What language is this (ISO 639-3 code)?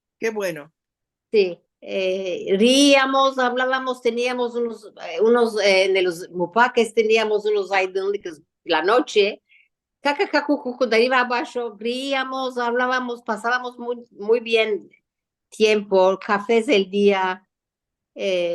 lad